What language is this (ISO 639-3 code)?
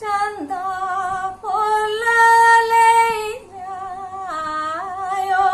doi